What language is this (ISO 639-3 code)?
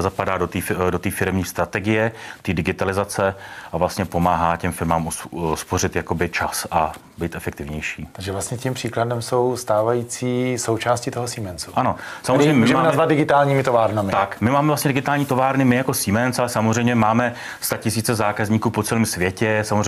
ces